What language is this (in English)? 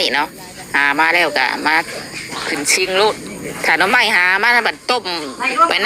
Northeastern Thai